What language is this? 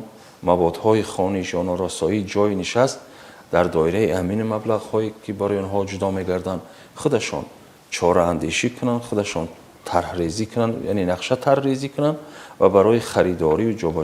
Tajik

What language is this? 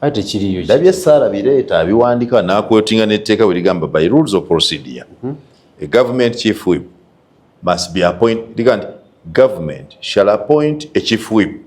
Ganda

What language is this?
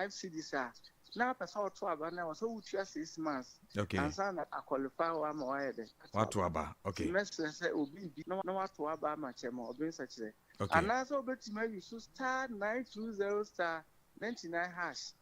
Akan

